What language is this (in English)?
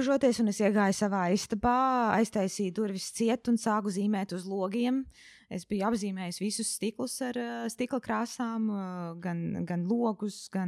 Latvian